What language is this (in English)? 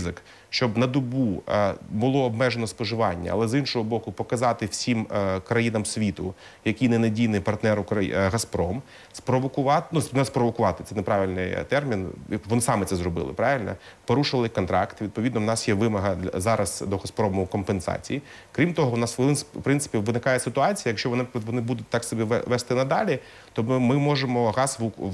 Ukrainian